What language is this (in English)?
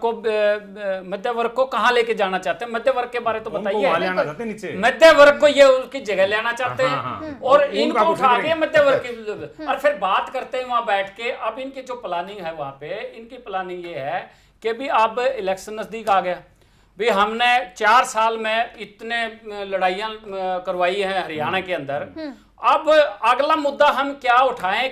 Hindi